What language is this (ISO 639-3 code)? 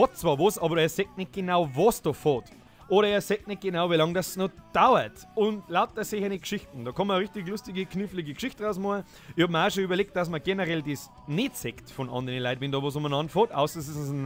bar